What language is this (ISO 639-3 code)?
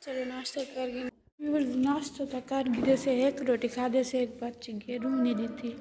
skr